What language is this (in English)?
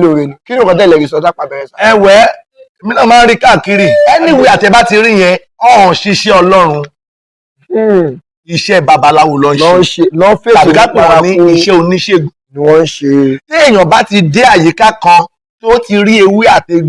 Yoruba